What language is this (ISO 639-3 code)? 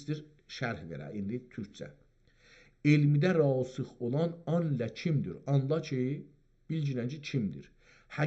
azb